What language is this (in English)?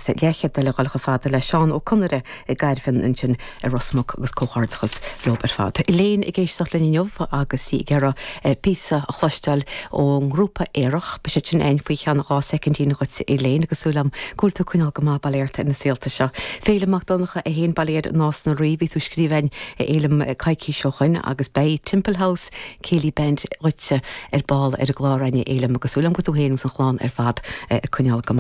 Irish